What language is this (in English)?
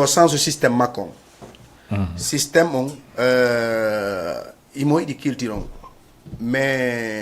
Fula